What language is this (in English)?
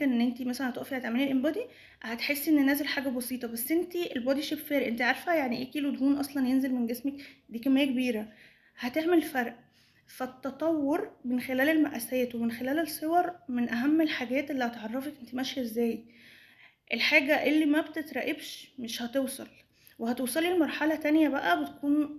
Egyptian Arabic